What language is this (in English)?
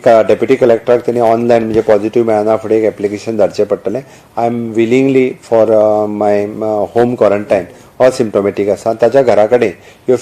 Konkani